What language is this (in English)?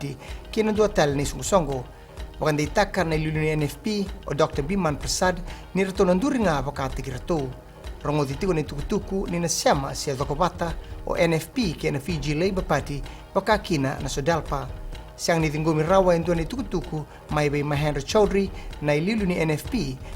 Fijian